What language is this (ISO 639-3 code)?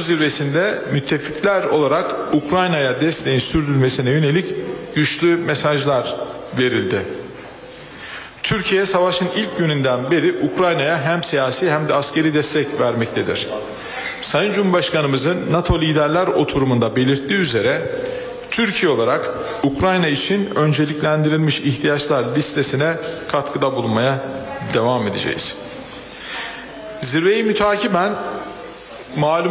tur